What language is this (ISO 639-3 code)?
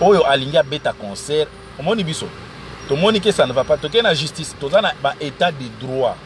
lin